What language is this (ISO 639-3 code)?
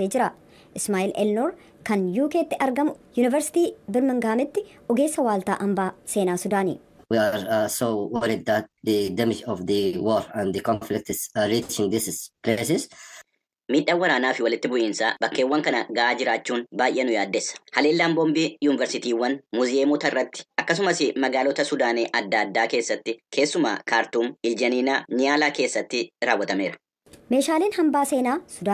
orm